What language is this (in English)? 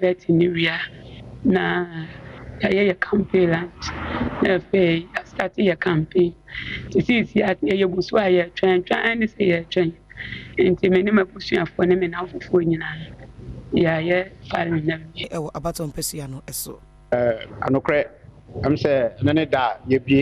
Akan